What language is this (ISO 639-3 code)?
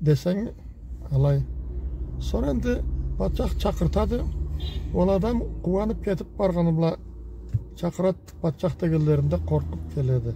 krc